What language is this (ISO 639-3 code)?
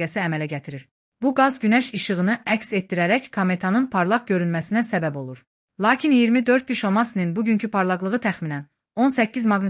aze